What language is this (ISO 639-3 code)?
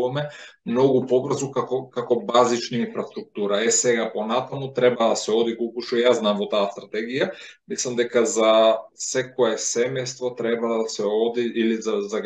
mkd